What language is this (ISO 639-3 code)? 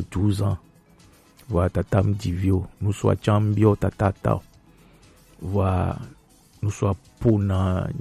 gej